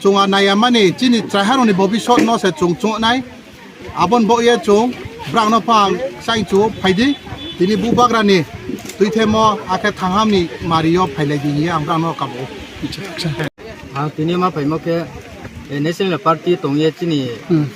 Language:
Kok Borok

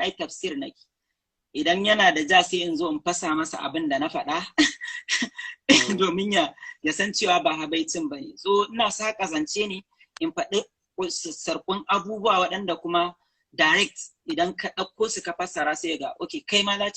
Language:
Hausa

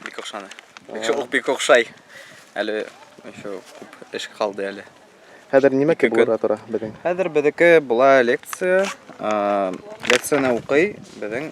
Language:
Bashkir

